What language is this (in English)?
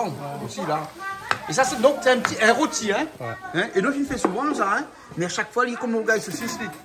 Réunion Creole French